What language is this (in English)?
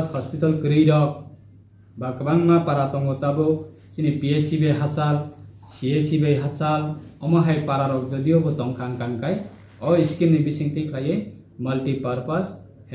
Riang (India)